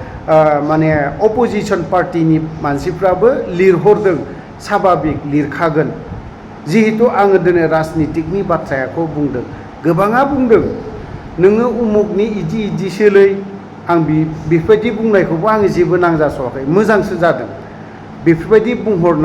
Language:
Bodo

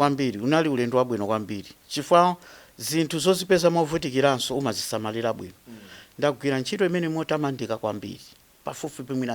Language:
Nyanja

